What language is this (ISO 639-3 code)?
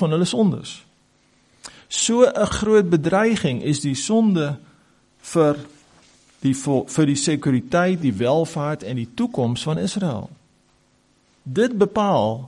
afr